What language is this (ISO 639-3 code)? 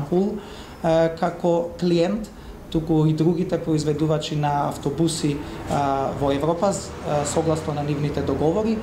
mkd